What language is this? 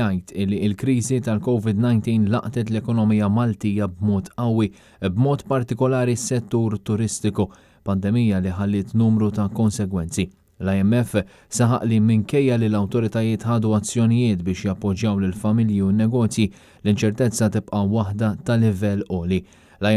Maltese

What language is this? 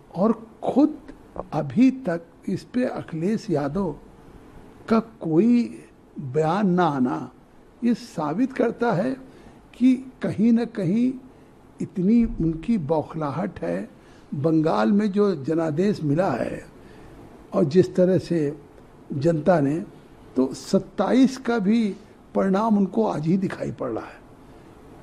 Hindi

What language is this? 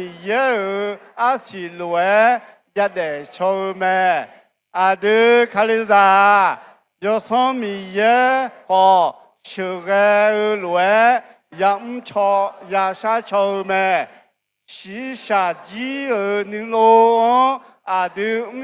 Akha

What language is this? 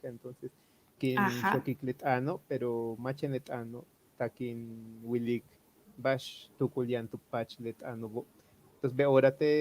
Yucateco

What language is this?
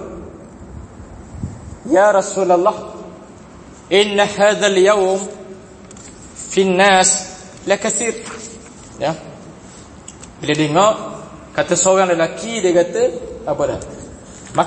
Malay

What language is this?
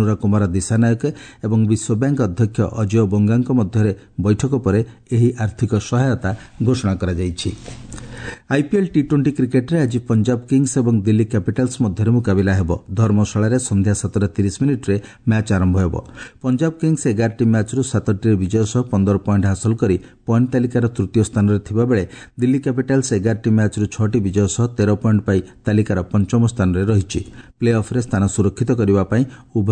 Odia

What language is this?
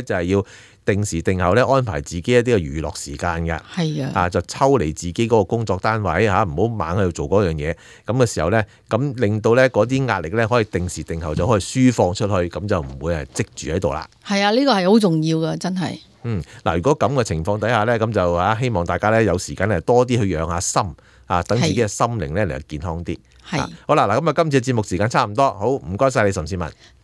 Cantonese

